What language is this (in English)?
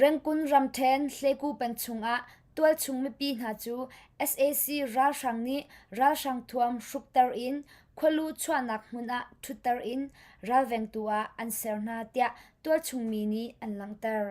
Hakha Chin